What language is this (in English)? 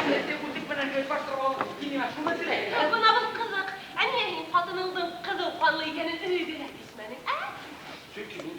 Bashkir